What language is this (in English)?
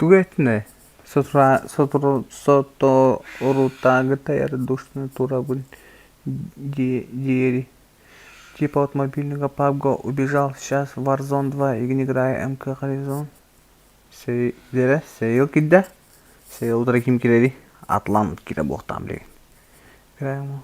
Yakut